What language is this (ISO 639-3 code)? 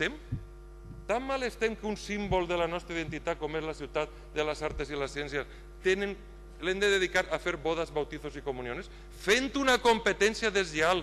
cat